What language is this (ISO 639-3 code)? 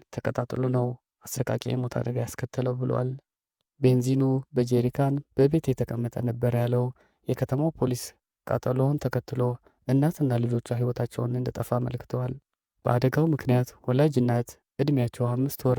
amh